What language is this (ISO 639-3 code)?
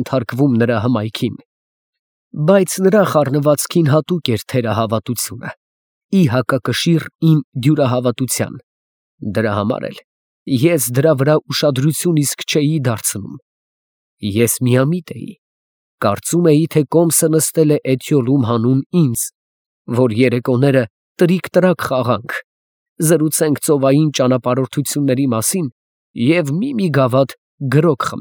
hye